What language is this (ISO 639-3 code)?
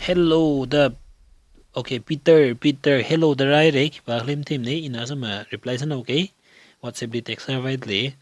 nmf